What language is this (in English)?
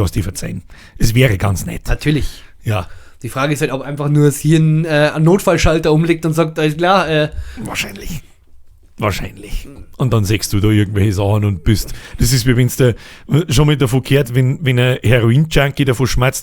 Bavarian